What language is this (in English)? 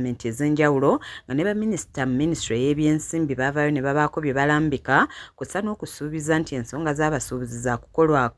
Ganda